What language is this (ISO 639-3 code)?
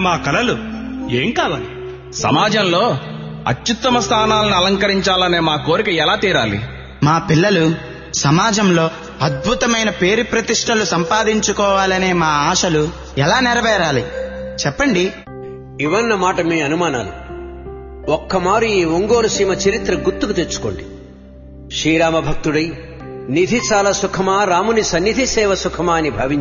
tel